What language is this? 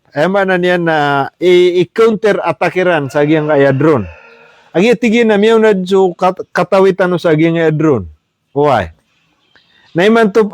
Maranao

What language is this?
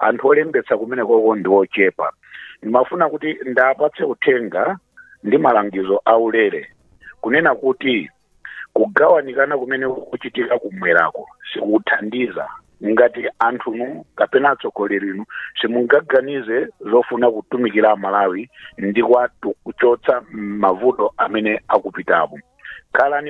Nyanja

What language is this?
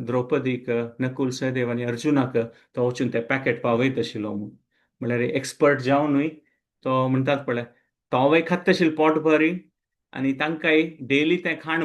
Konkani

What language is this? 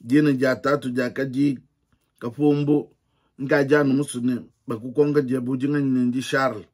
Luba-Lulua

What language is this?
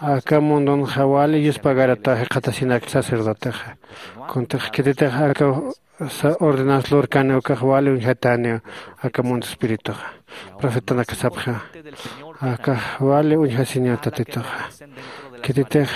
Aymara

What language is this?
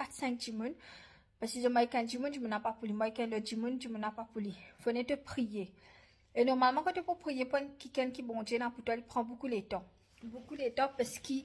Morisyen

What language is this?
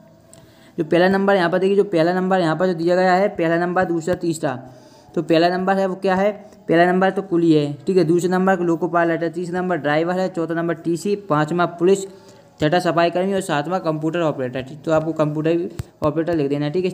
Hindi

